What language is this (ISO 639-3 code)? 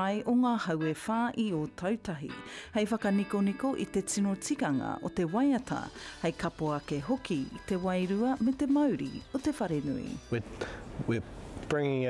mri